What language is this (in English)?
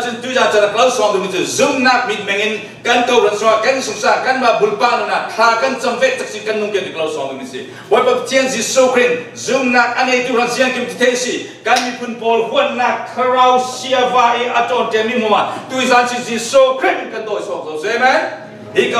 Falam Chin